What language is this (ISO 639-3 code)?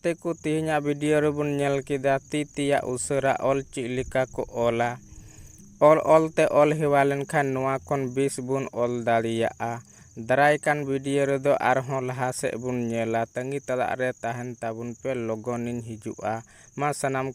sat